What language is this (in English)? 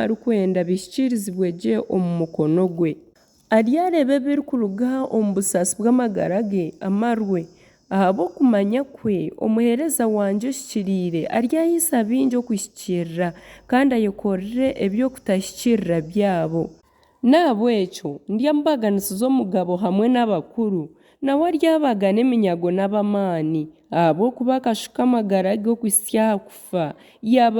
Nyankole